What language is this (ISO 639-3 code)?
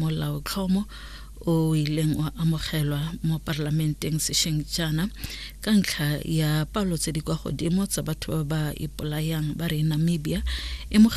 tsn